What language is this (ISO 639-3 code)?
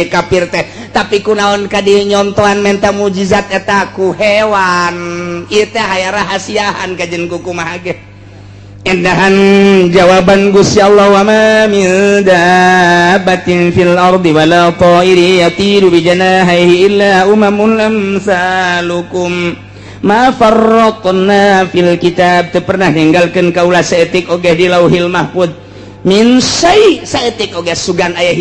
sun